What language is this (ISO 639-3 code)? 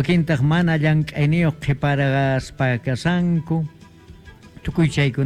quh